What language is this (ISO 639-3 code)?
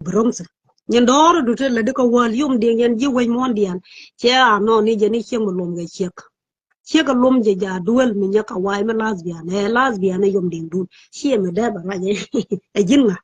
nus